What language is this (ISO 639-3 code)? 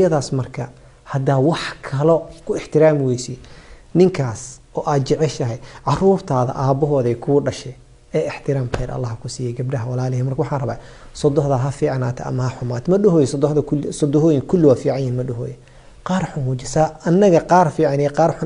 som